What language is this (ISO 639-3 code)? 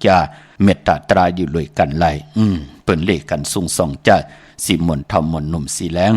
shn